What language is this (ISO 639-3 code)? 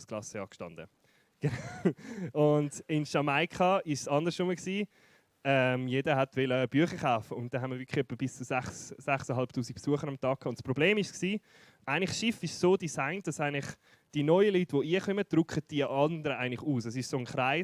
gsw